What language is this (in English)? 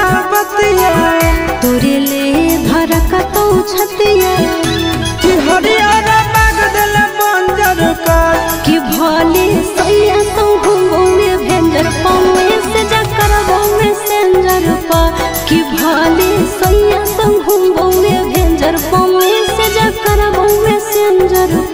Magahi